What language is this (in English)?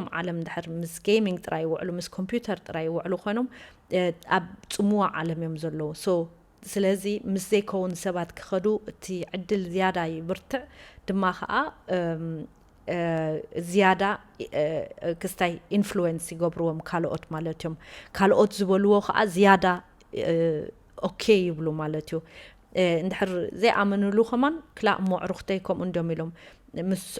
Tigrinya